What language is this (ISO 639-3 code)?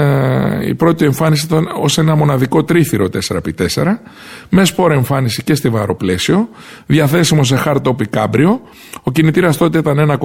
ell